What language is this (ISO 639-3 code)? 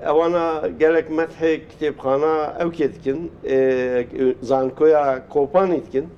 kur